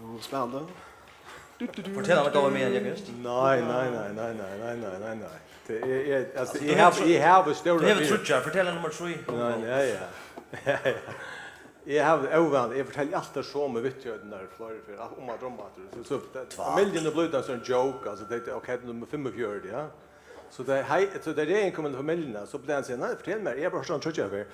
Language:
Faroese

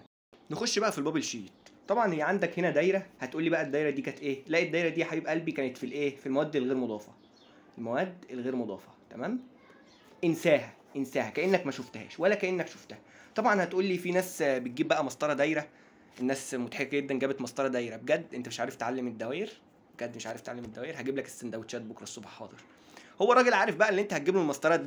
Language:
Egyptian Arabic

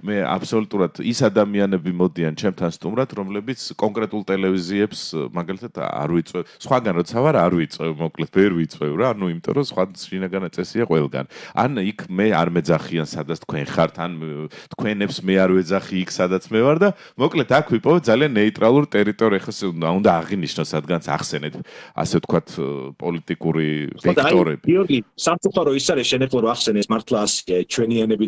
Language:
Georgian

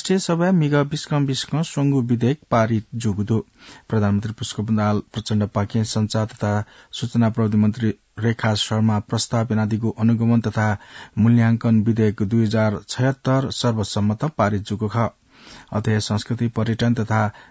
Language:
Newari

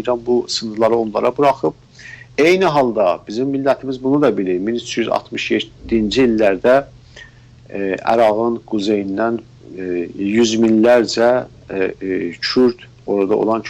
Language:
South Azerbaijani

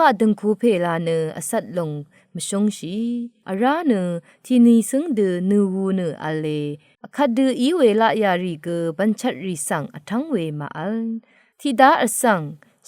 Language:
Rawang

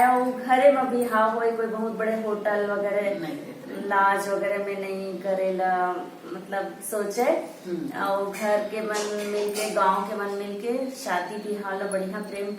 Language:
Chhattisgarhi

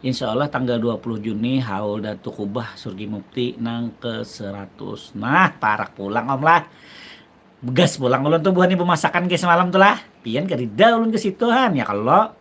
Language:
Banjar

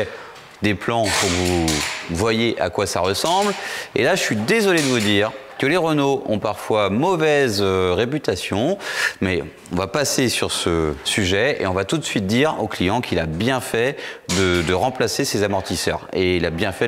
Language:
French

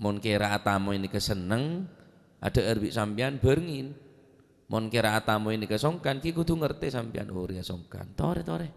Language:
Madurese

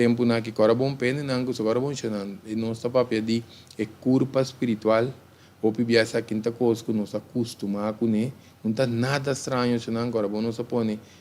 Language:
Papiamento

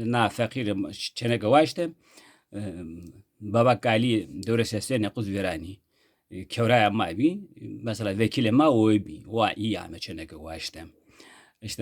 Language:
Zaza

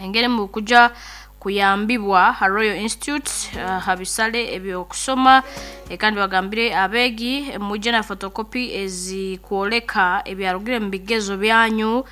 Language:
Nyankole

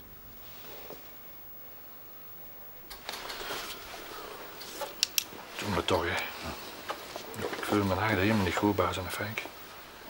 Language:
Dutch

